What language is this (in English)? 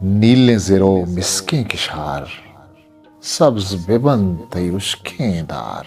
Eastern Balochi